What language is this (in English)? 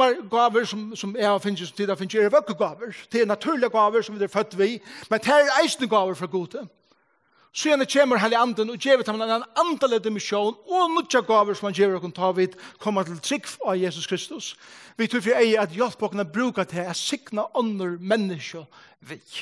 Faroese